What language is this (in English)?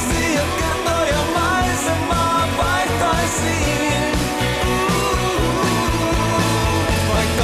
Finnish